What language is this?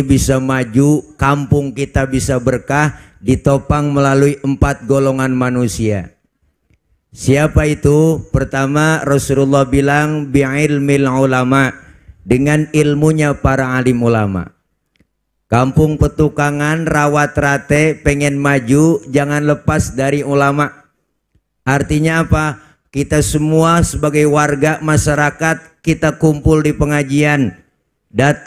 Betawi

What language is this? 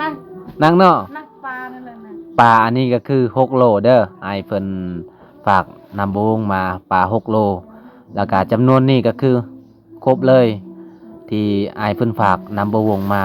Lao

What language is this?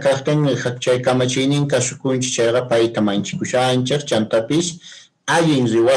Quechua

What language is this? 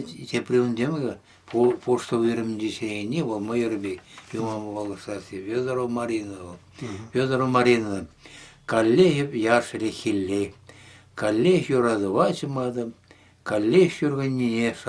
Chuvash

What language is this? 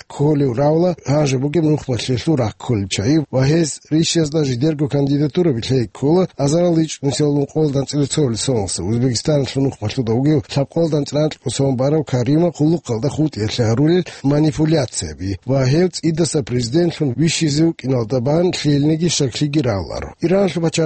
Avaric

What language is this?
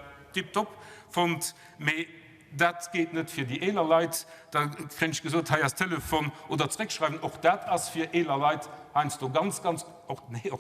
Luxembourgish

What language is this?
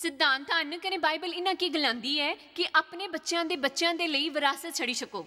Dogri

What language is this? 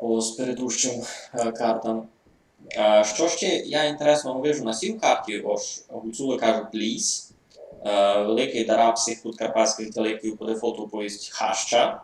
Rusyn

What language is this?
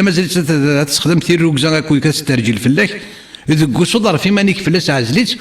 Kabyle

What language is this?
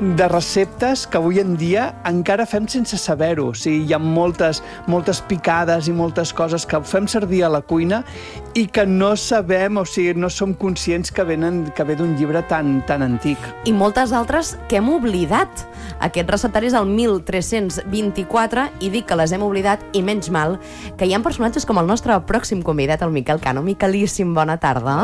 Catalan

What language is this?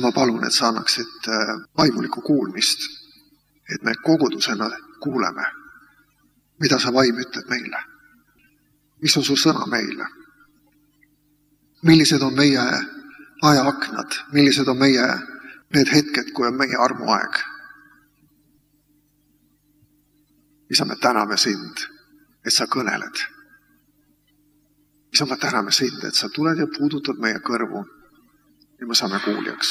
Estonian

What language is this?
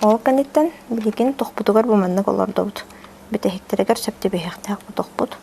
Yakut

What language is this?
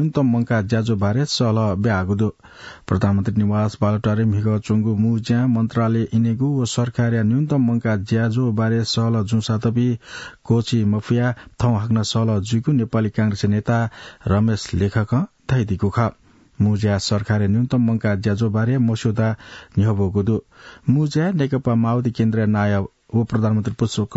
Newari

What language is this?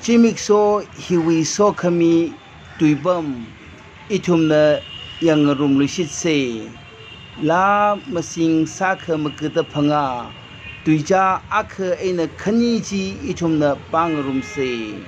Tangkhul Naga (India)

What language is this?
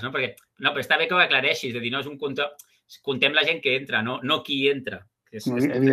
Catalan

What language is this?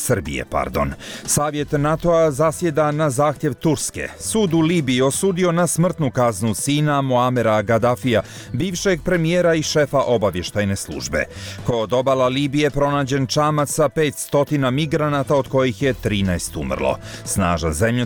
Bosnian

